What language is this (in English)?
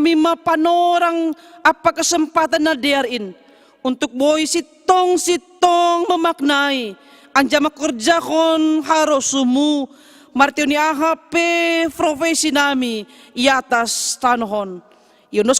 Batak Simalungun